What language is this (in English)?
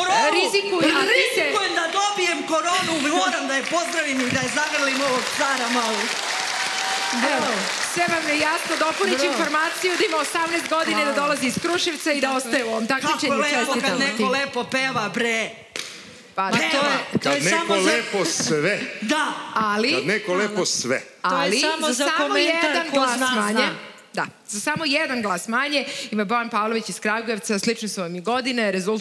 Serbian